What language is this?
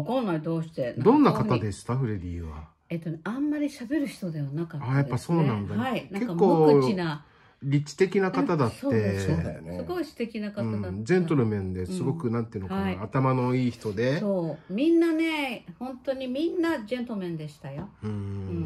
Japanese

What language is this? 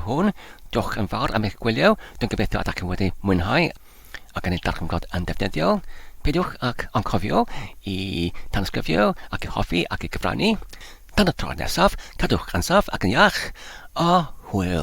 Welsh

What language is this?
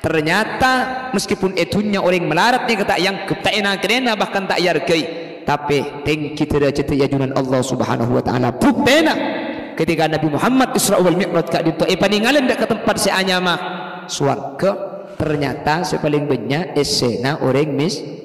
Madurese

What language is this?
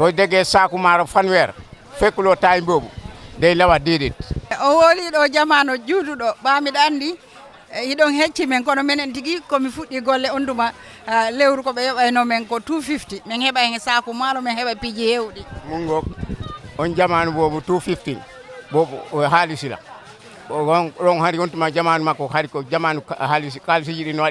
Fula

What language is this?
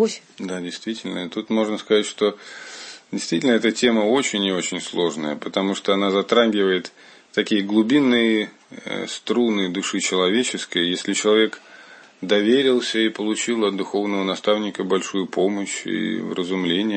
Russian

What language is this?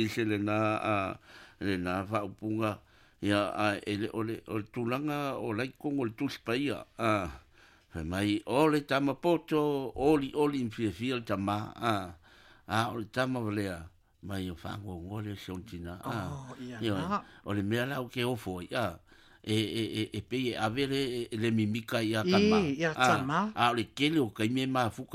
Samoan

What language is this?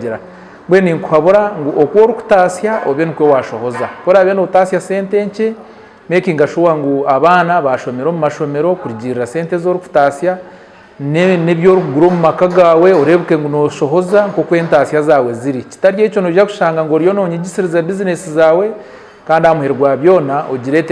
Nyankole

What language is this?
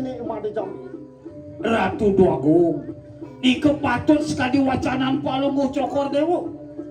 Balinese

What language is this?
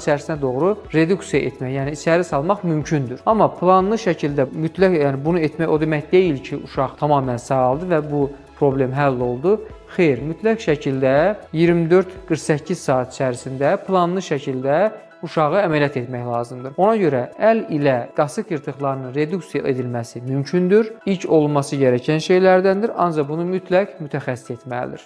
Azerbaijani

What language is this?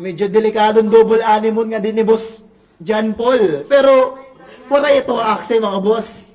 Waray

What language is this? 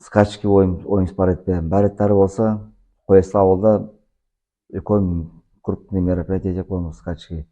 Nogai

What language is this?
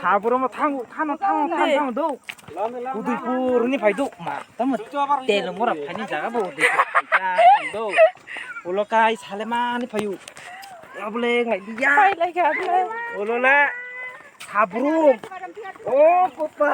Kok Borok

